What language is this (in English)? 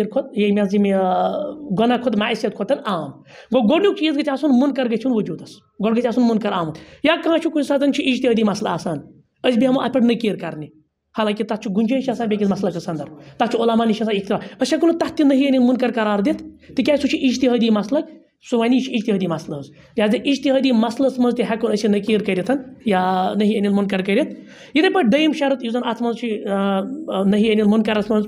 Kashmiri